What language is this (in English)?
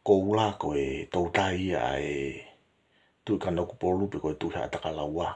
Tongan